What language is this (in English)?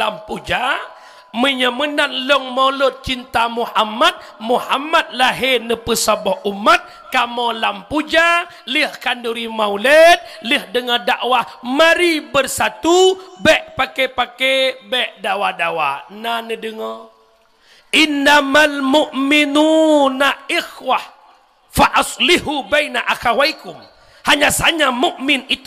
Achinese